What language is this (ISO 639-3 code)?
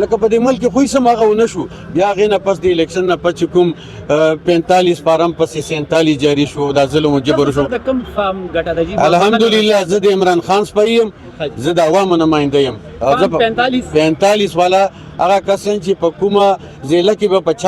pus